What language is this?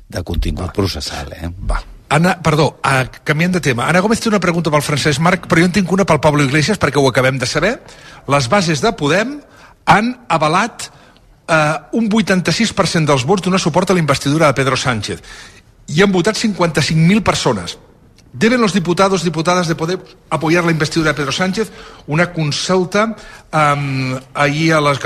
Catalan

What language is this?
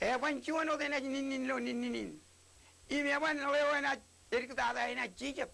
Marshallese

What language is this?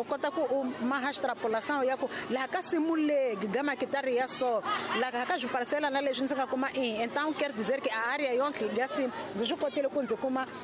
Tsonga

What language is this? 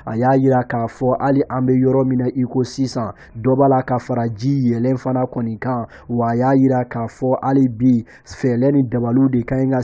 Bambara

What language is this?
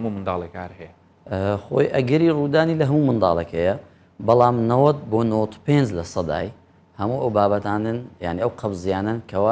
Central Kurdish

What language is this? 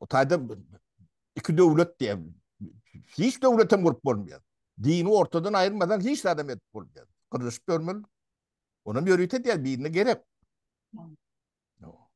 Turkmen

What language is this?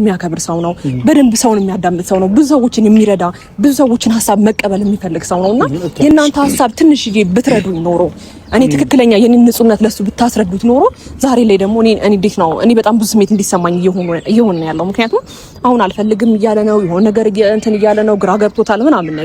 Amharic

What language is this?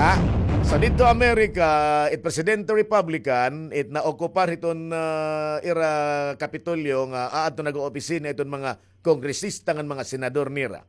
Waray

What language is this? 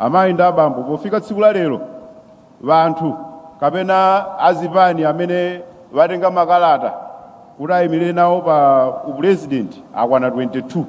Nyanja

